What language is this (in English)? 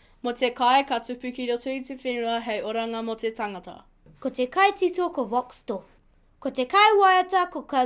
Māori